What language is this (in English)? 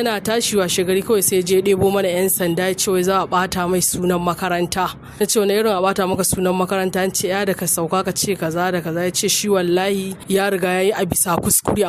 Hausa